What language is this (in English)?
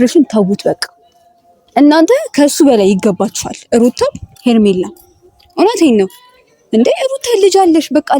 Amharic